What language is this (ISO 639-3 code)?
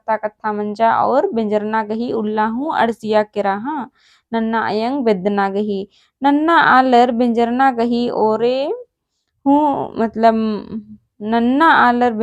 kru